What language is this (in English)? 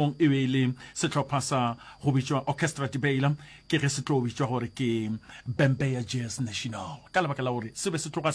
Northern Sotho